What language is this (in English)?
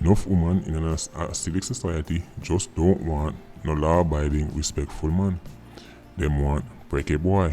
Jamaican Creole English